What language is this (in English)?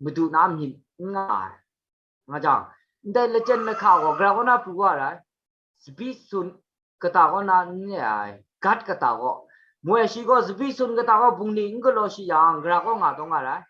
Kachin